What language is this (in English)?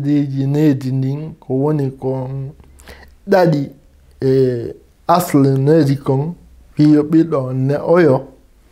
Fula